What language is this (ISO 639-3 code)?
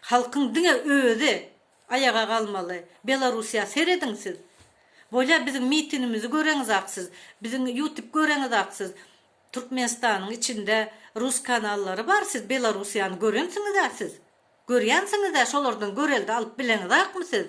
tuk